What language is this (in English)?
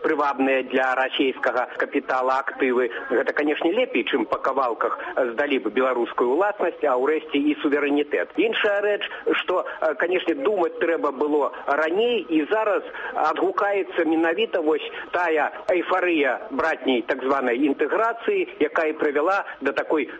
Belarusian